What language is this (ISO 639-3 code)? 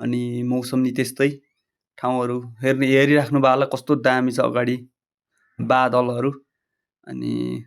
nep